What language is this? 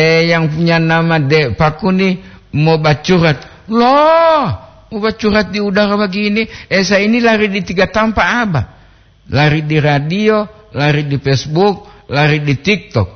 Gorontalo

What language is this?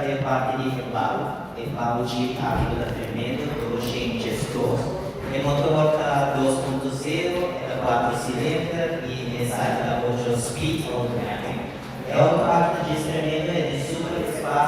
Papiamento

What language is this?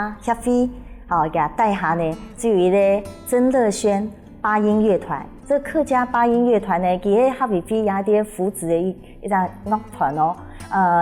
Hakka Chinese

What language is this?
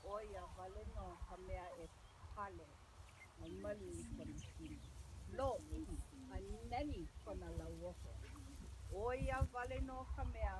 Hawaiian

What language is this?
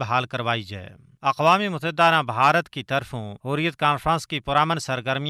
Gujari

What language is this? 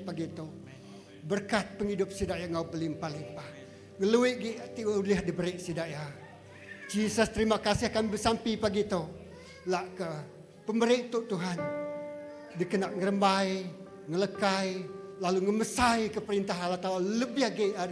Iban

